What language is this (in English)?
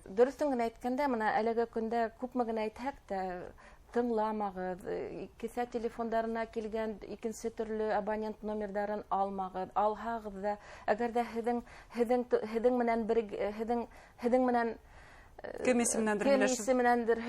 Bashkir